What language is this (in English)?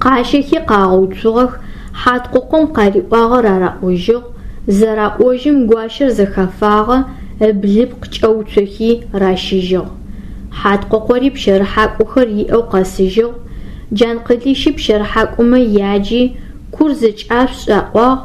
Adyghe